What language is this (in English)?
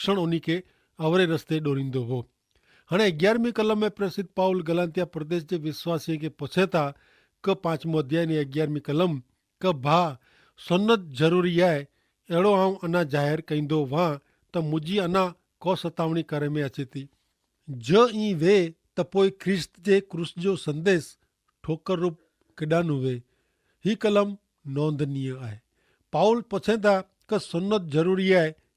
Kachhi